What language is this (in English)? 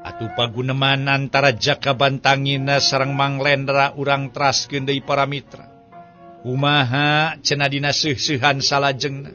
Sundanese